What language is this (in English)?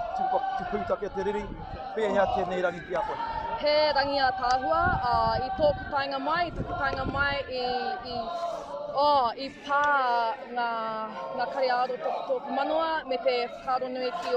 Māori